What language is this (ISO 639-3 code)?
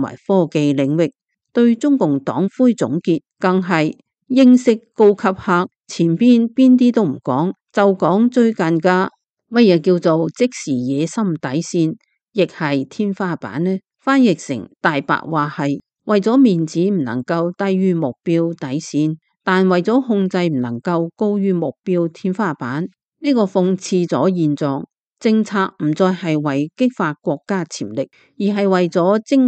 yue